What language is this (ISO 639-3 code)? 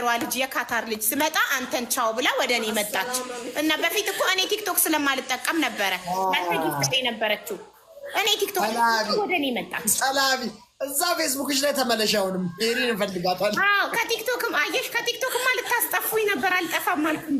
amh